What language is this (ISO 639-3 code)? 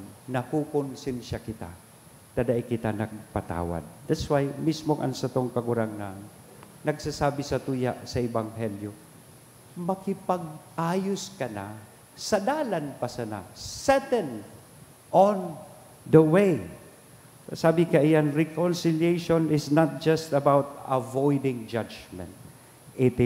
bik